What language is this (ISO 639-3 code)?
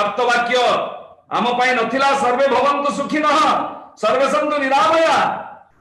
ori